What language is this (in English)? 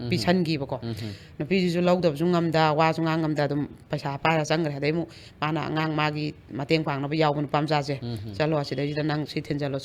Manipuri